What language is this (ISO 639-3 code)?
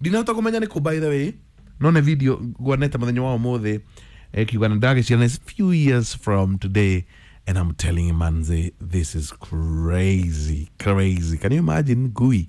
kik